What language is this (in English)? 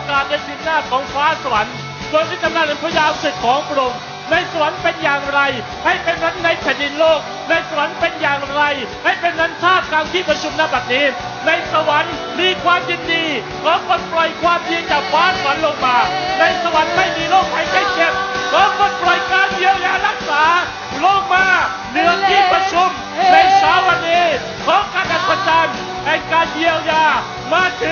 Thai